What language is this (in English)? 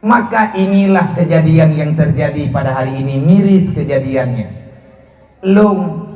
Achinese